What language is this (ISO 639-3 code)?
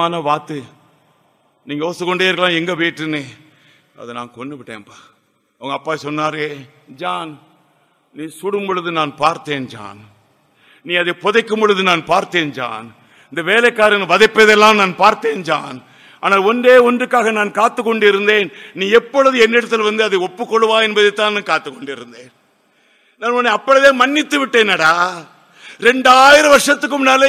tam